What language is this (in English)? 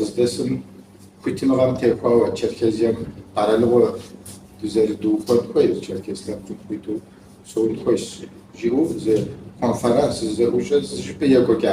Kabardian